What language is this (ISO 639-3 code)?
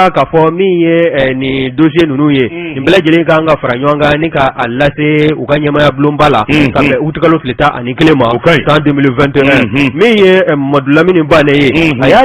bam